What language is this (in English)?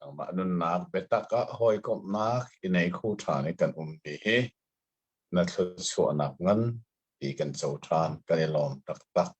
Hakha Chin